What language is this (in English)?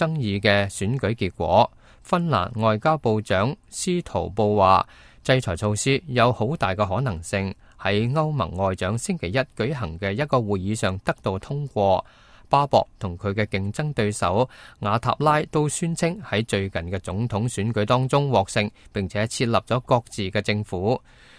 Cantonese